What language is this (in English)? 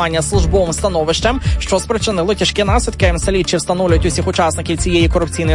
Ukrainian